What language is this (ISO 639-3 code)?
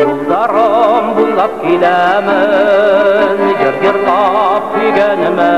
bak